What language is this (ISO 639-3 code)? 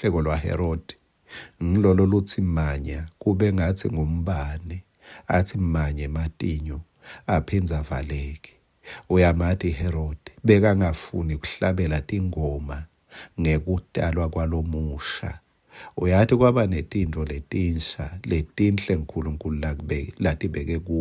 ssw